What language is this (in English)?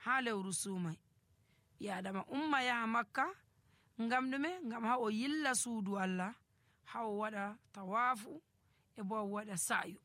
Nigerian Fulfulde